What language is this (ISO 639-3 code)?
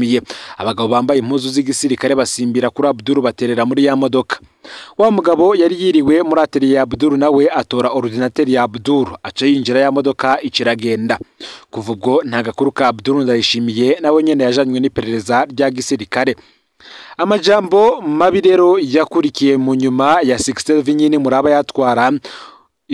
run